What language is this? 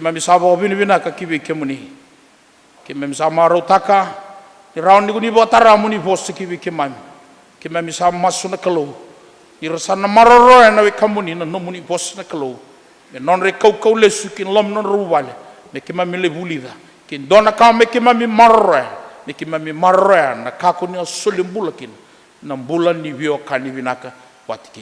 Fijian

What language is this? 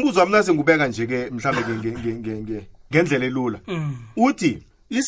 South Ndebele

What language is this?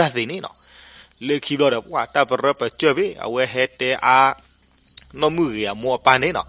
S'gaw Karen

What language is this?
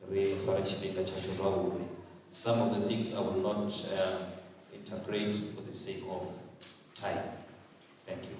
Venda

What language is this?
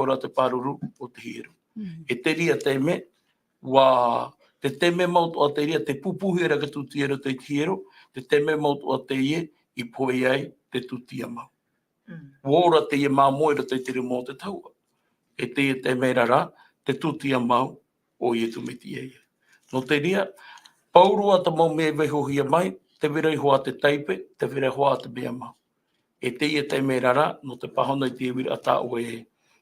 Tahitian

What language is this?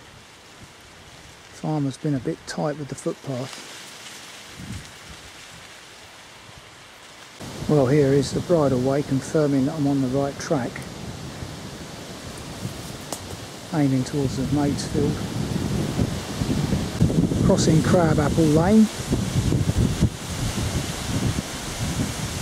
English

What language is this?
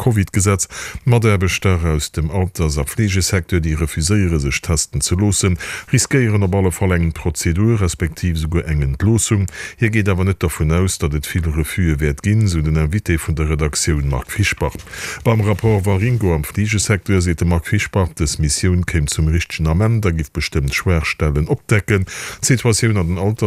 Luxembourgish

